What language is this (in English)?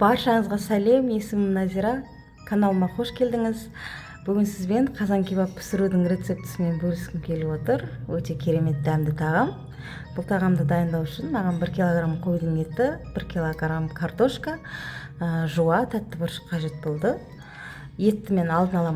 Kazakh